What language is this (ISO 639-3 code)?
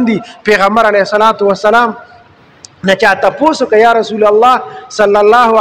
pus